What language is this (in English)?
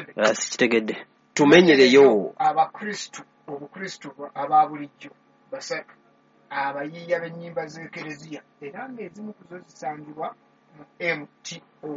Ganda